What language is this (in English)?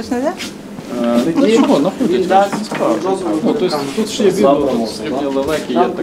Ukrainian